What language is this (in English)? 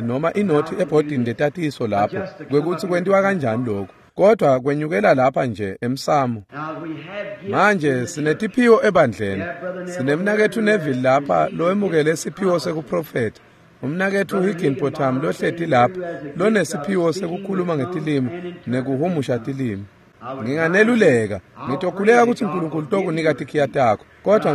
Swati